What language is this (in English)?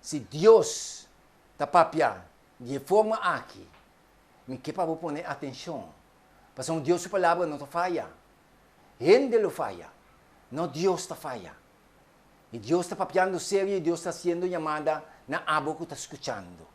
Papiamento